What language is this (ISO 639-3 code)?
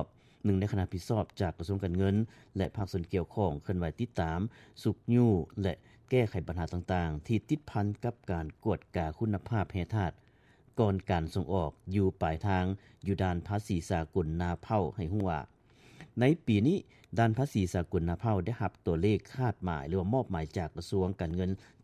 lao